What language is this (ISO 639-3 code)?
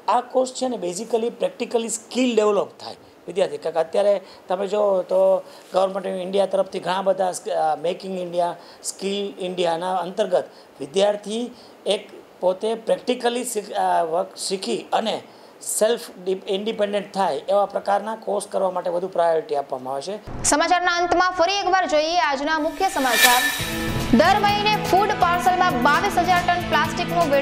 guj